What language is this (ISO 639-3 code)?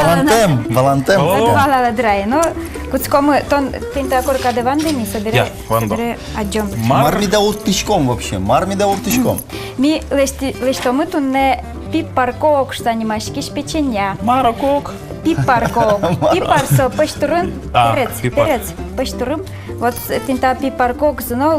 udm